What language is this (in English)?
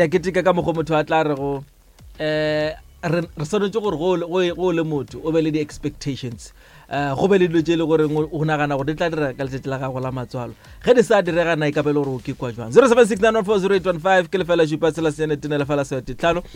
Northern Sotho